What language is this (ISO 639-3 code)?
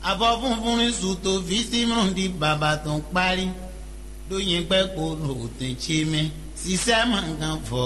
fon